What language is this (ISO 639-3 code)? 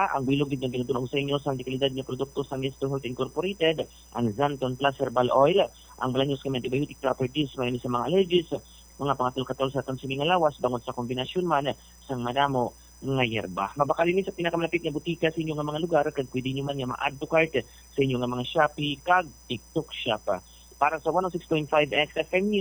hil